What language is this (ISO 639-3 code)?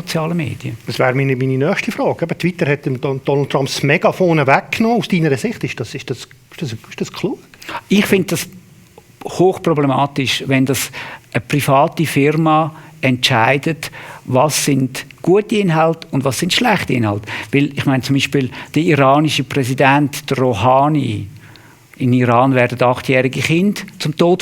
gsw